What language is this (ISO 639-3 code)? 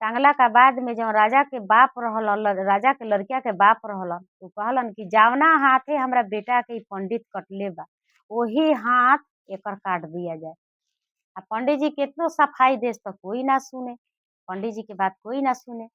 bho